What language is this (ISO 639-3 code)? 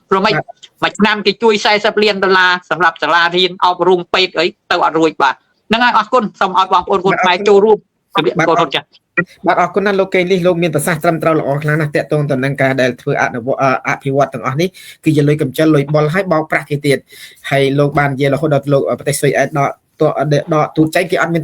khm